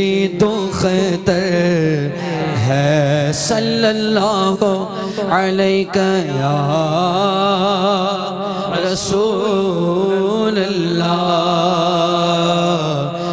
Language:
Urdu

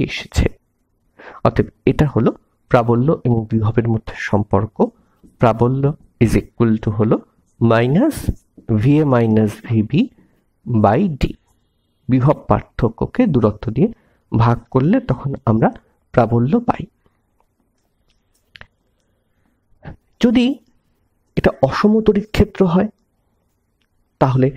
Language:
Bangla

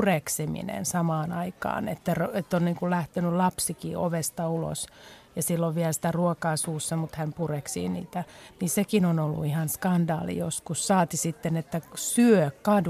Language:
Finnish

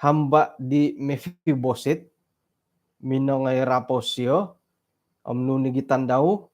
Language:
Central Dusun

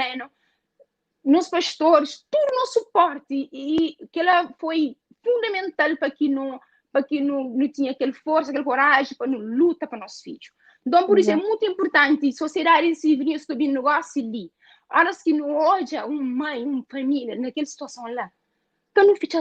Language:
Kabuverdianu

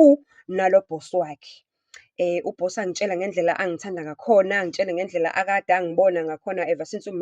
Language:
Zulu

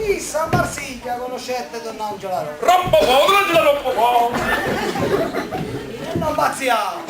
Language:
Neapolitan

